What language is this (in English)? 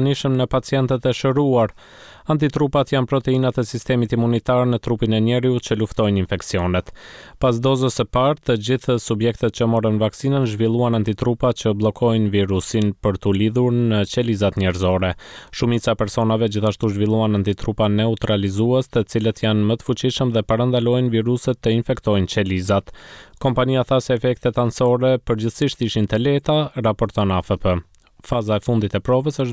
Albanian